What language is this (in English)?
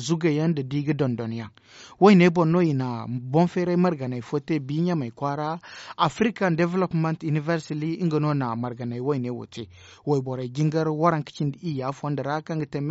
Zarma